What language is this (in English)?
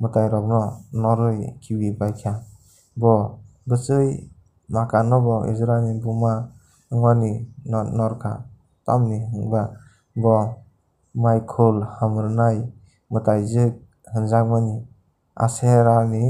Kok Borok